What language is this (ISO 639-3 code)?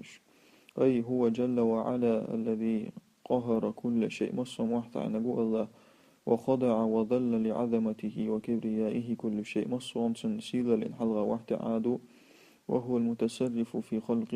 che